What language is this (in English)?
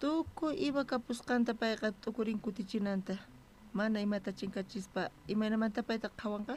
South Bolivian Quechua